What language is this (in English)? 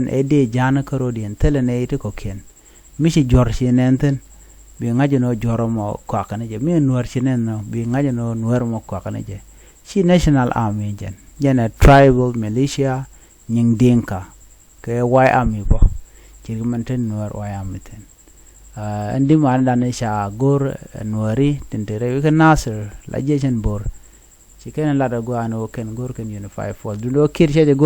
Nuer